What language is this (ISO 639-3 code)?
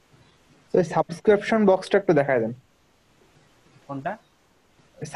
ben